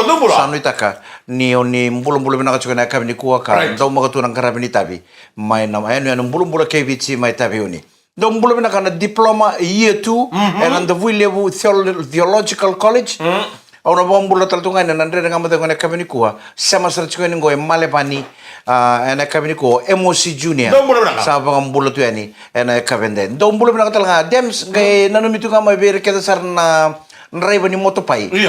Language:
Fijian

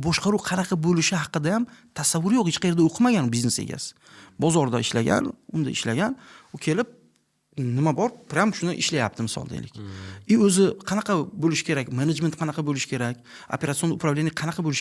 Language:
Uzbek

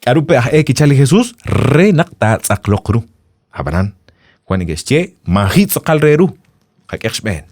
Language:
Kekchí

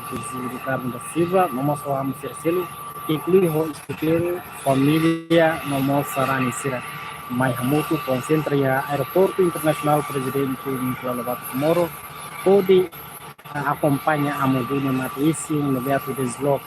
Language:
Tetum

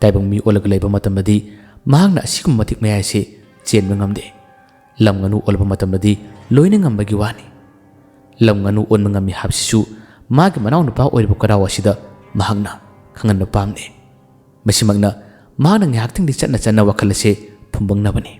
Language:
Manipuri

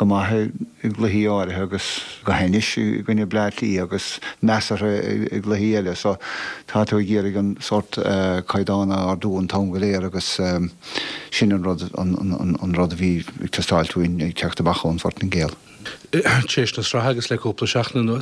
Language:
Irish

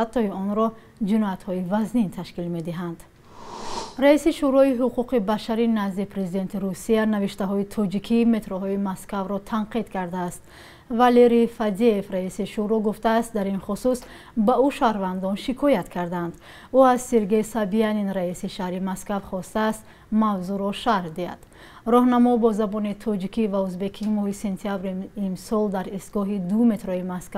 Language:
Tajik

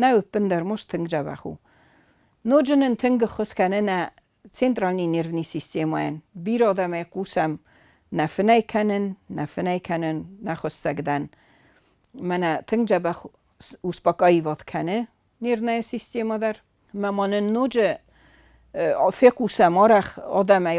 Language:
Ossetic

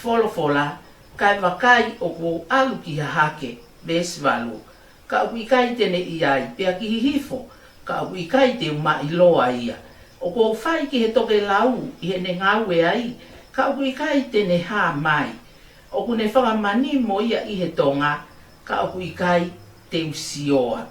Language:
Tongan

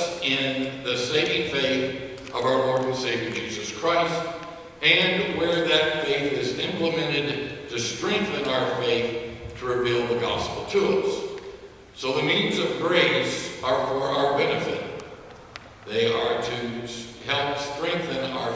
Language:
English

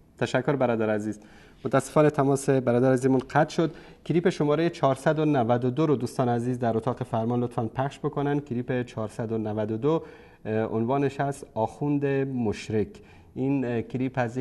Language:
Persian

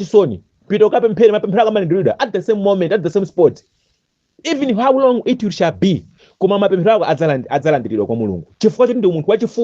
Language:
Nyanja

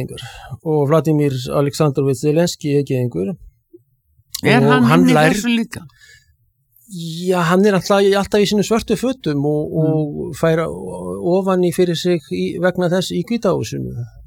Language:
Icelandic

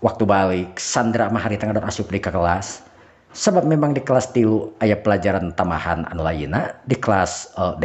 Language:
Sundanese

